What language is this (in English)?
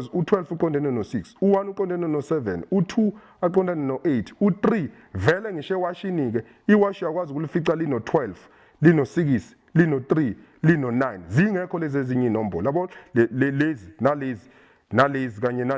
Zulu